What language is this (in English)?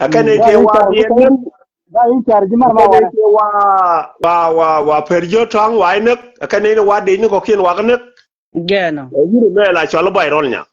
Nuer